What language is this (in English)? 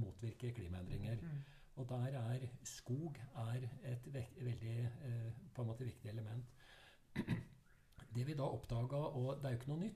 Norwegian